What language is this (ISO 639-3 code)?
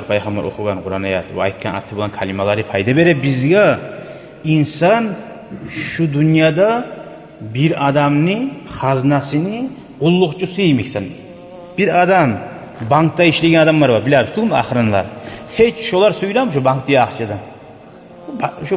kum